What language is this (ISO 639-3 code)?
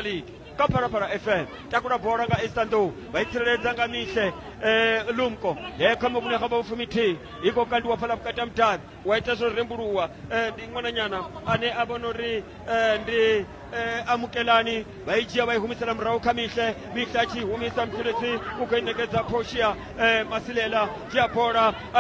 ven